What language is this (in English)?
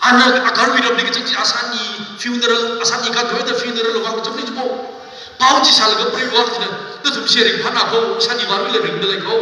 Tangkhul Naga (India)